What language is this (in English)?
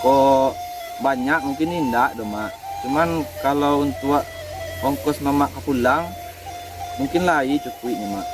Minangkabau